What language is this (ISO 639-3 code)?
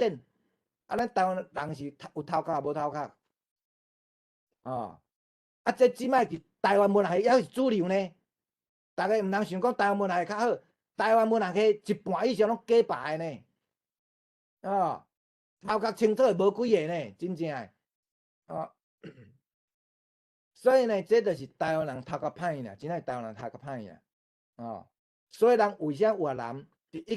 nan